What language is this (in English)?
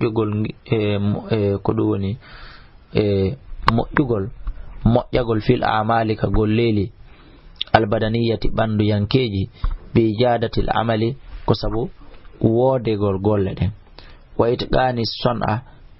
Fula